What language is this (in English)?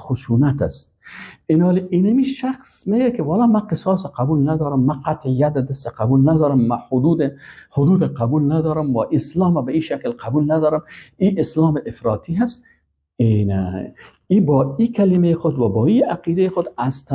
Persian